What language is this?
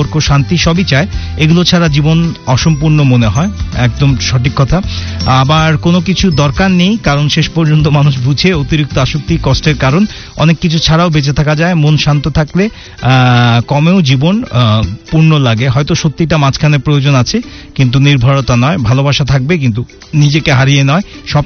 Bangla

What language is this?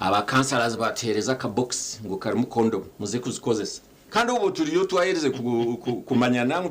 Nyankole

